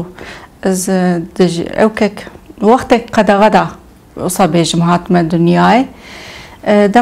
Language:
Kurdish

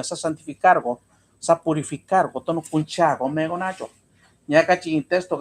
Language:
Mixtepec Mixtec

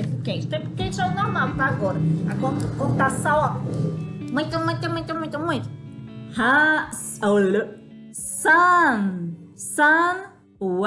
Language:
Portuguese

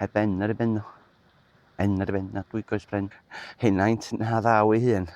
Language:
Welsh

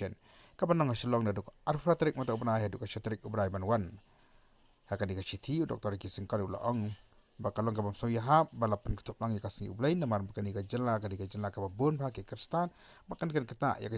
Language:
Khasi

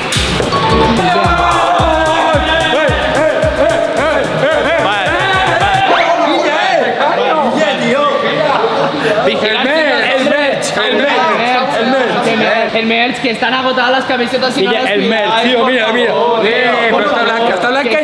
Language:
Spanish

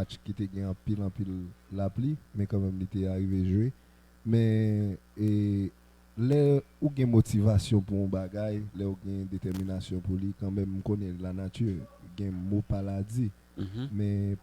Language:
Haitian Creole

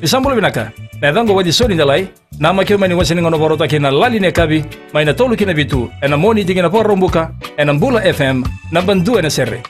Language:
Fijian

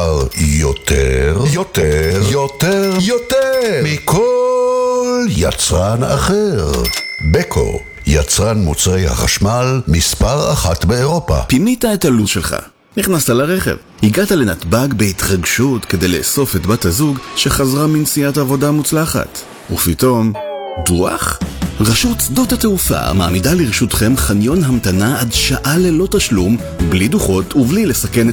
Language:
Hebrew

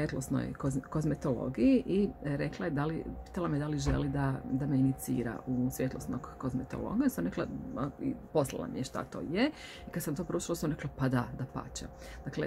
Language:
Croatian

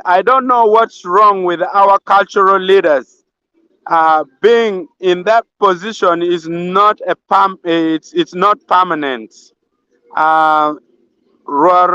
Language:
Acoli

